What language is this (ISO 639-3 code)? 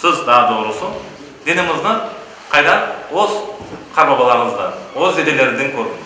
crh